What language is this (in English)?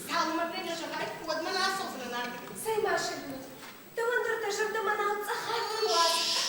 Ossetic